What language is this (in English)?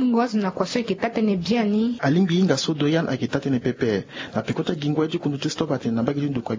Sango